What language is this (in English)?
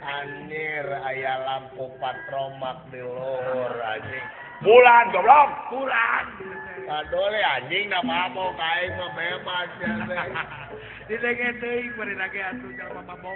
Sundanese